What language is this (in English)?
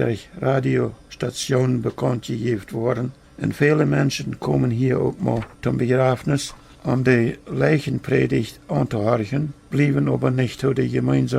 Plautdietsch